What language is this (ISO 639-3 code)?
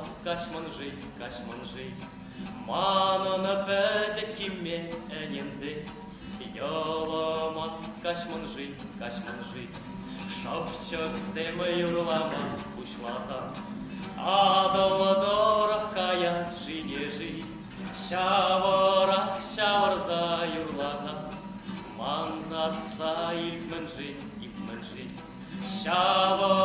chv